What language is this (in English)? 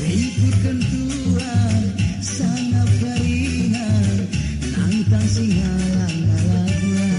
Batak Karo